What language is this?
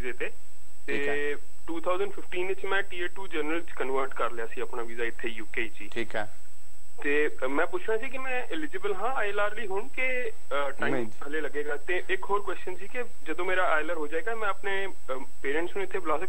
Punjabi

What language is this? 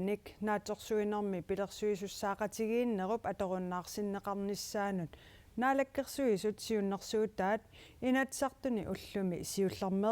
Kalaallisut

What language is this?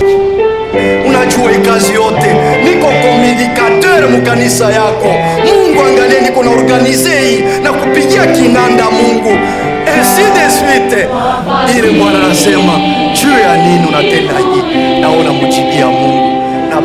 Swahili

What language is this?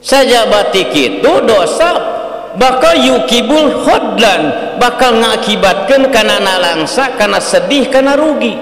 Sundanese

